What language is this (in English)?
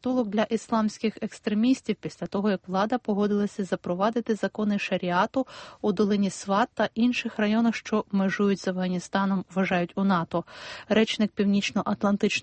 Ukrainian